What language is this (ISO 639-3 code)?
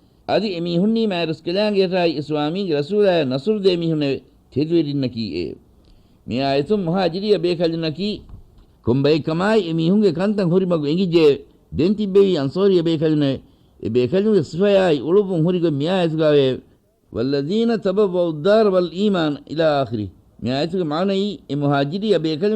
div